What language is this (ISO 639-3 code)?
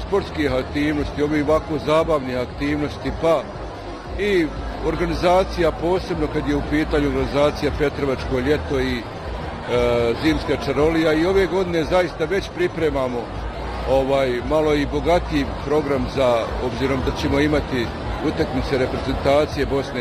bos